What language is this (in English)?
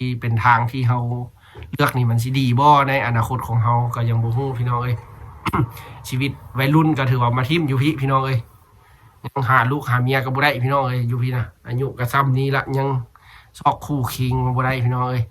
Lao